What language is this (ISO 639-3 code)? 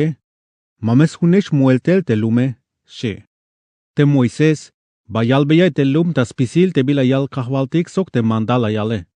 tzh